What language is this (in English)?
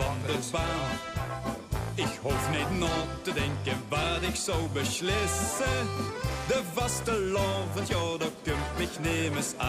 Limburgish